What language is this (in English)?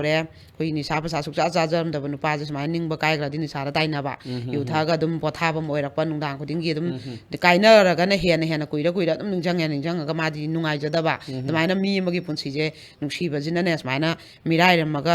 Manipuri